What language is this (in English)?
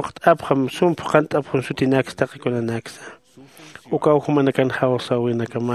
Aymara